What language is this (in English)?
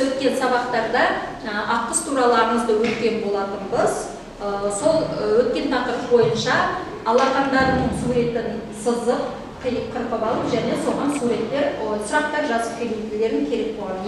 Kazakh